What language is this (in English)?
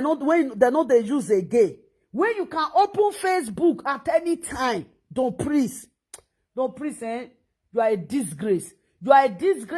Nigerian Pidgin